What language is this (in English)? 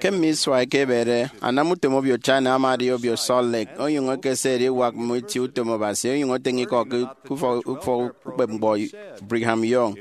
Efik